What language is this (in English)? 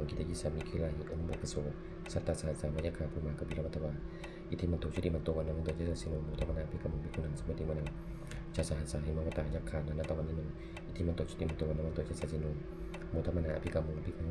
Pali